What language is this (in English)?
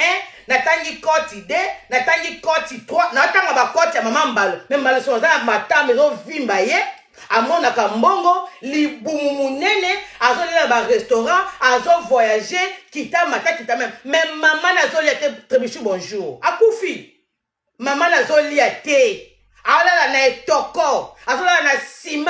Lingala